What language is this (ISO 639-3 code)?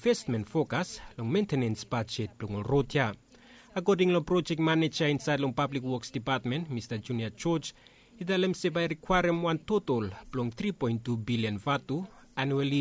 bis